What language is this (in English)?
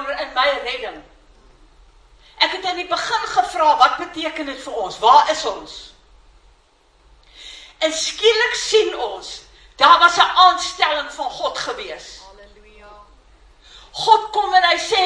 Afrikaans